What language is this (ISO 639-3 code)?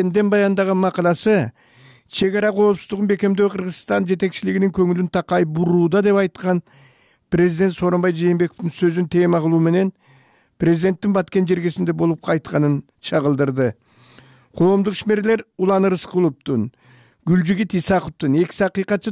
kir